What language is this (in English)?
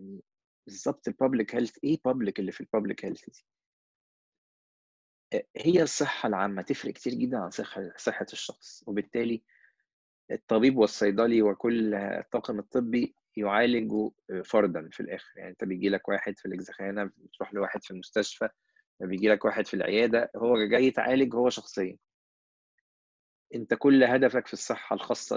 Egyptian Arabic